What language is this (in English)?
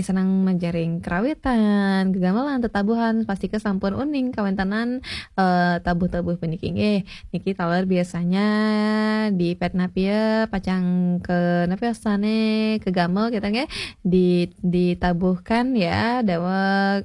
Balinese